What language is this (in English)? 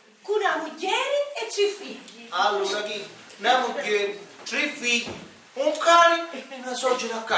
Sicilian